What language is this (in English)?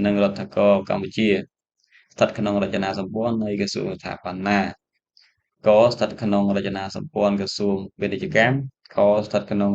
Khmer